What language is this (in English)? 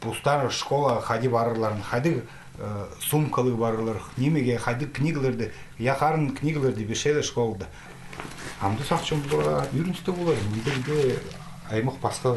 Khakas